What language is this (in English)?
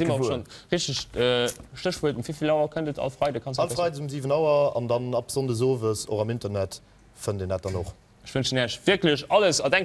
Luxembourgish